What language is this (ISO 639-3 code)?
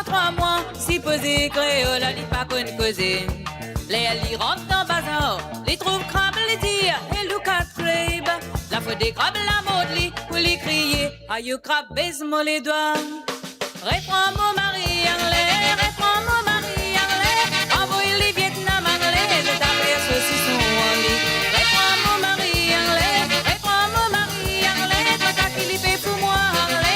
mfe